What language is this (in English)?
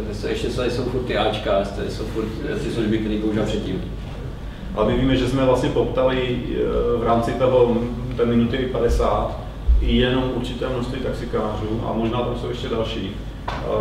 Czech